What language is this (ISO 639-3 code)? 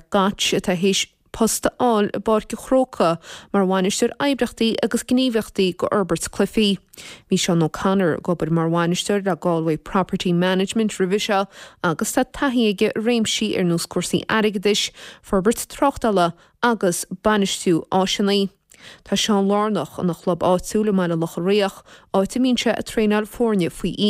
gle